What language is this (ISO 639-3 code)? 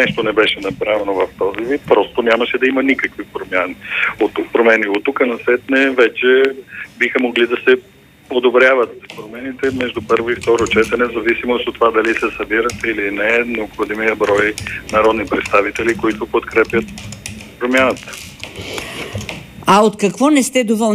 bul